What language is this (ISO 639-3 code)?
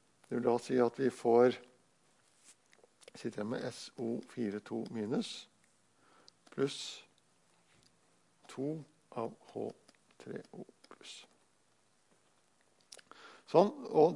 nor